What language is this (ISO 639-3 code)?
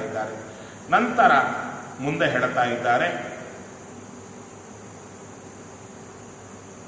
kan